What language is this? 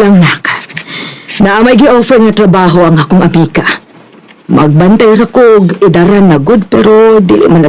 Cebuano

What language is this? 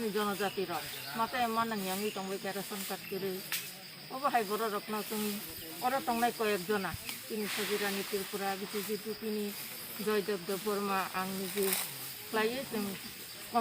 Kok Borok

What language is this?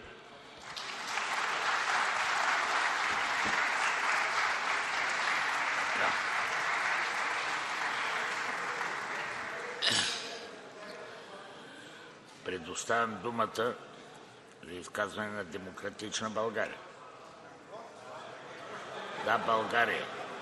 Bulgarian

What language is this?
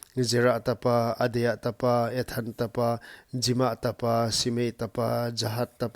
Paite Chin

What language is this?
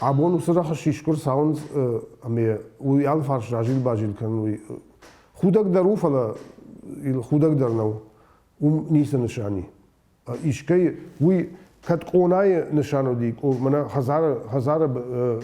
Ossetic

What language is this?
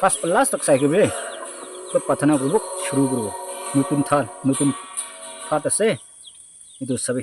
Naga Pidgin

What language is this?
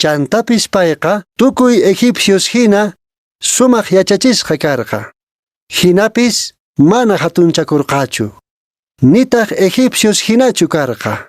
Quechua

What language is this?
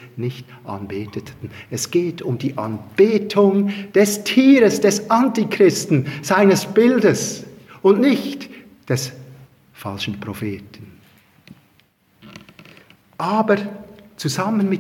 German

